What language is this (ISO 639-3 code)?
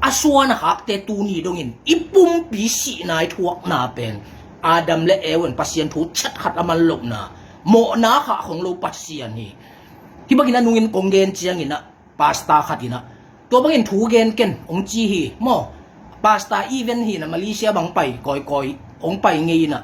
ctd